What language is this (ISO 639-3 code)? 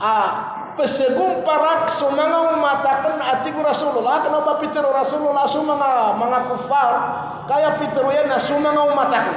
mrw